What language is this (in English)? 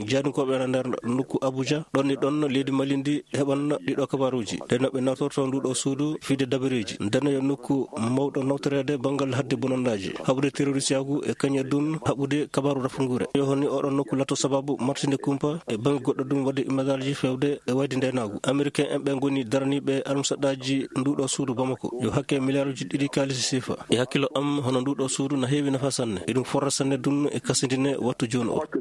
Maasina Fulfulde